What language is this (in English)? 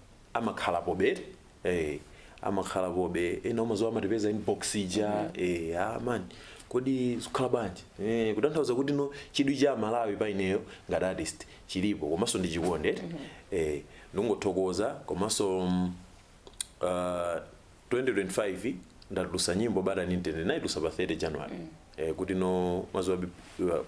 Nyanja